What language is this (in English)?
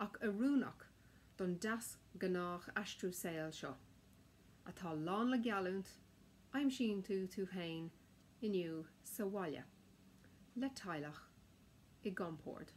Irish